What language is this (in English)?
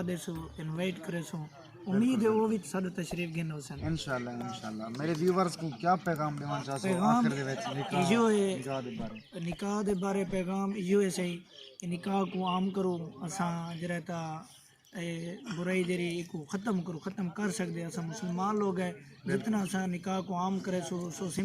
Saraiki